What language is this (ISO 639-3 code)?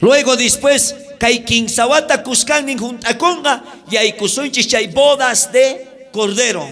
quh